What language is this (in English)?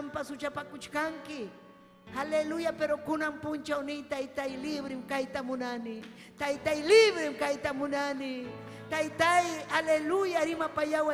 Ayacucho Quechua